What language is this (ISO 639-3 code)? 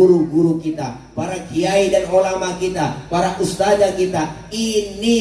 bew